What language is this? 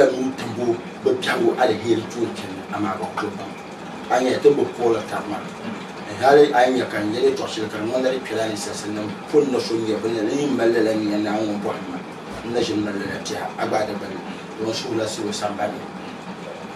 Dagbani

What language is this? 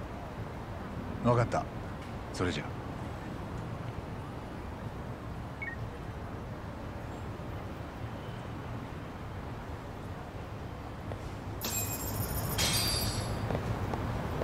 Japanese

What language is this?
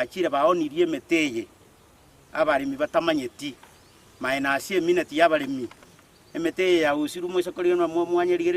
Gusii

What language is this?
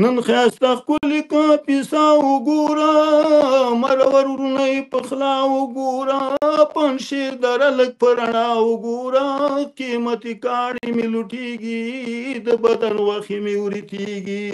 Pashto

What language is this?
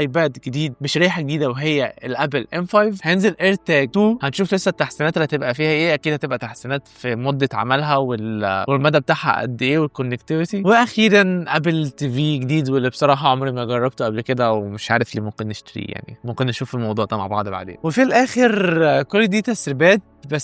Egyptian Arabic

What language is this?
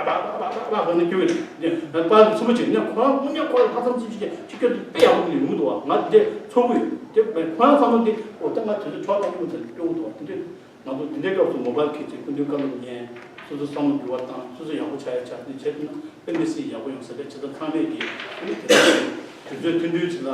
Tibetan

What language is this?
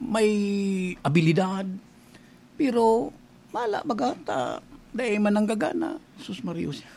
Bikol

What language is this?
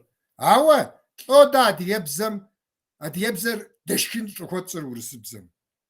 Kabardian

